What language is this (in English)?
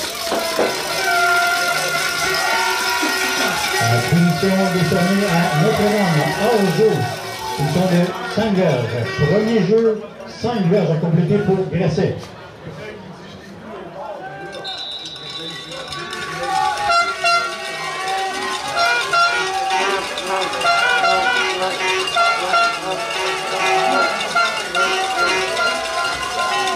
French